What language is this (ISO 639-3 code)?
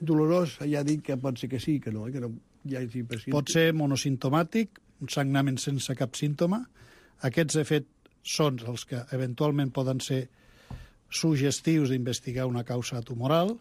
cat